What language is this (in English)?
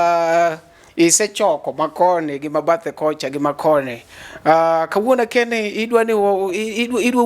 Luo (Kenya and Tanzania)